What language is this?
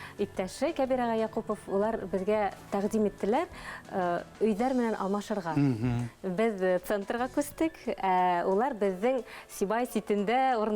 Bashkir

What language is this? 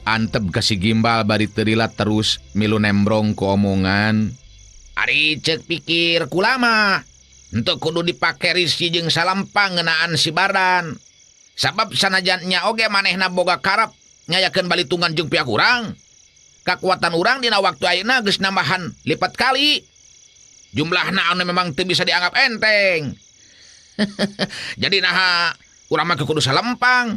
Sundanese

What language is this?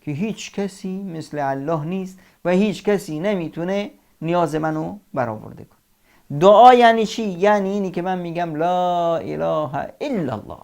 Persian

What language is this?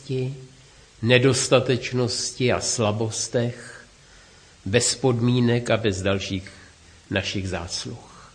Czech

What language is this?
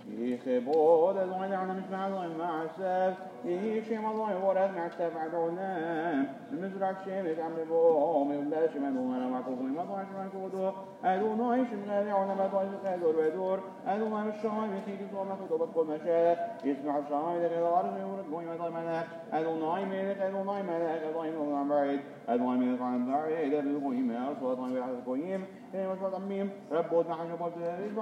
Hebrew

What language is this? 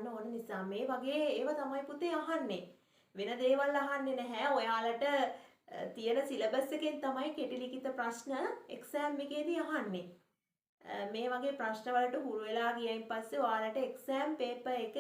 Sinhala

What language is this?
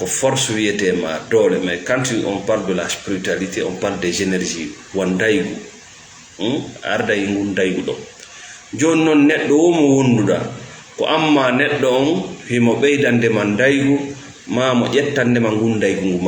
Fula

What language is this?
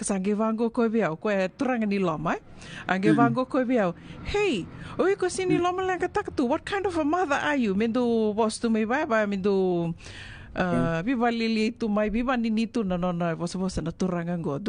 Fijian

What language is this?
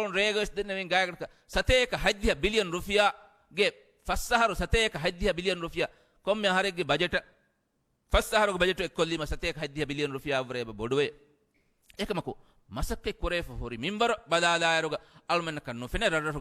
Divehi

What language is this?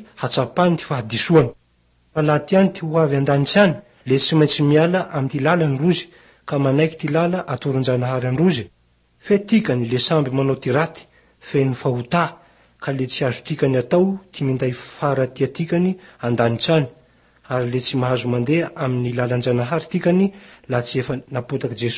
Malagasy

